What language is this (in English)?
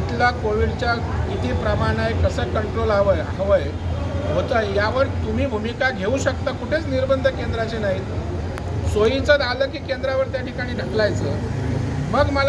Marathi